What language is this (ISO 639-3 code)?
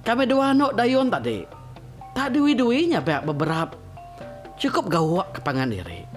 iba